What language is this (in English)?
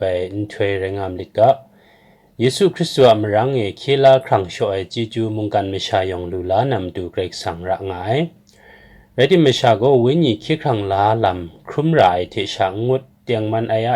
Kachin